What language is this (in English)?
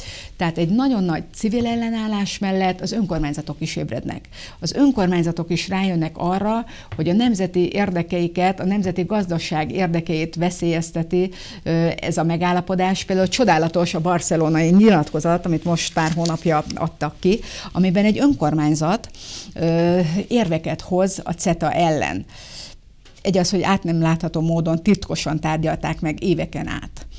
Hungarian